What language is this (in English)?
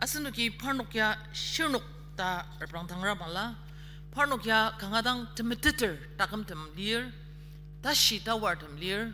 Ao Naga